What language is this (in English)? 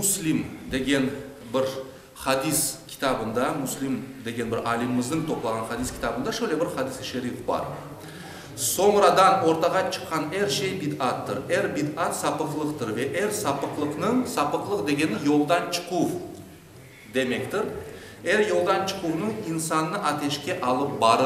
Crimean Tatar